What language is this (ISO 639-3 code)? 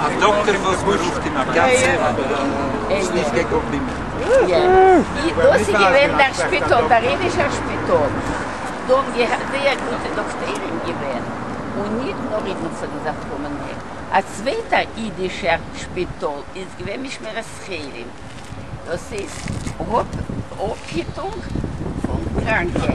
yid